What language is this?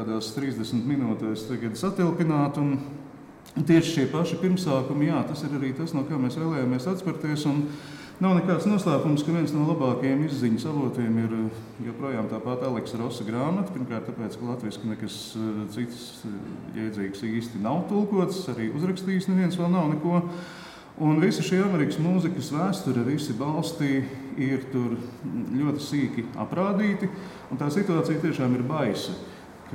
Latvian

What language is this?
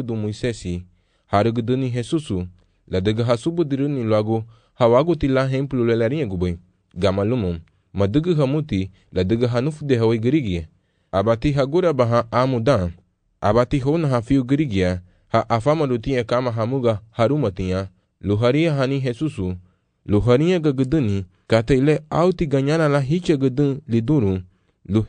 Garifuna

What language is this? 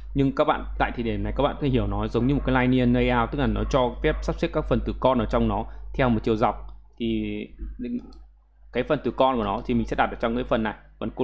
Vietnamese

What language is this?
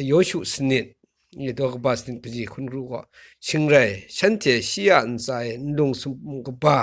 Kachin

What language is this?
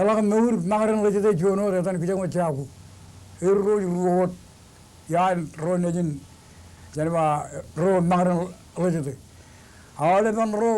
Marshallese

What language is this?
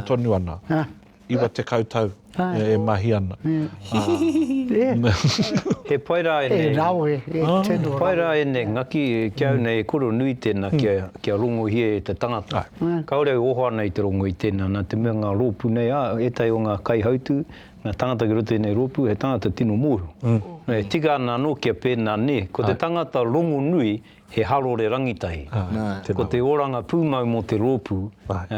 Māori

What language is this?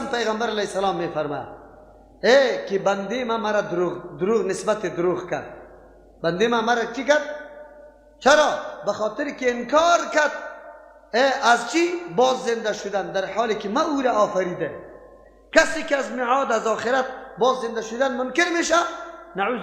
Persian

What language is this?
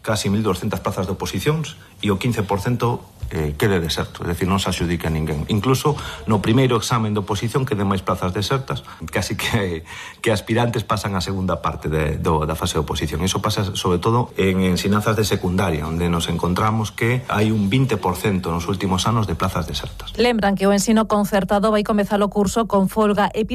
Galician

